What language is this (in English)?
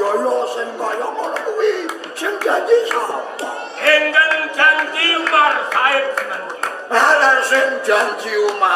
Javanese